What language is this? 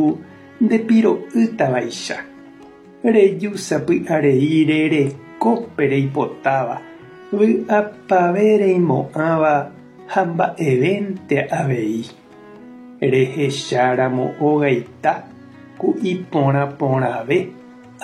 Guarani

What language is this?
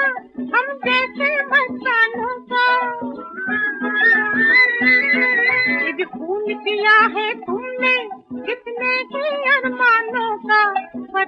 Hindi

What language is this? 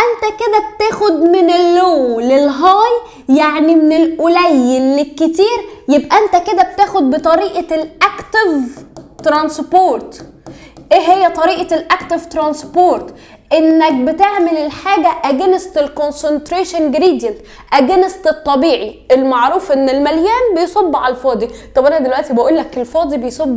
Egyptian Arabic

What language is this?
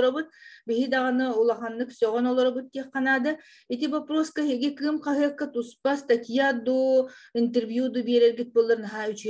Yakut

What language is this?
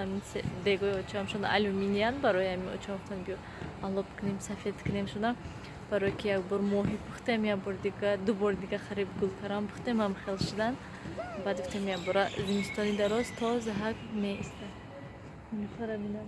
Tajik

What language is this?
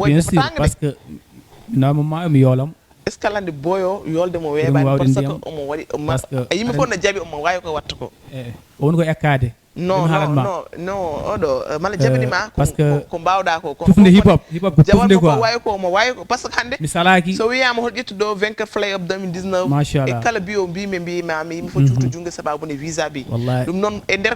Fula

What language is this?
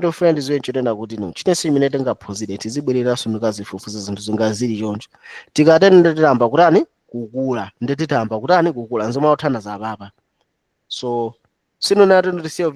Nyanja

